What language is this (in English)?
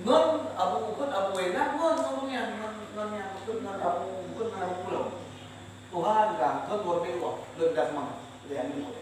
Achinese